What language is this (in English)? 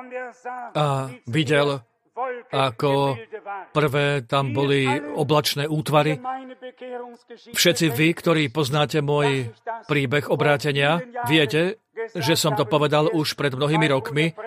Slovak